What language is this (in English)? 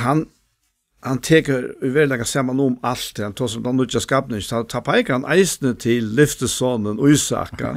Faroese